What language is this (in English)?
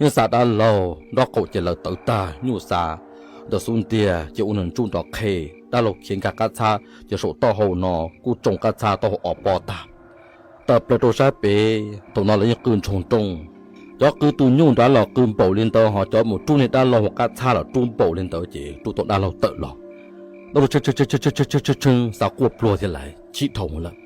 Hmong